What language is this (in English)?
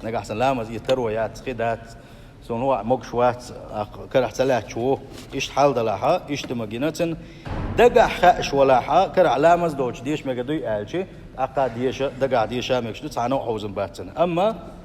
Chechen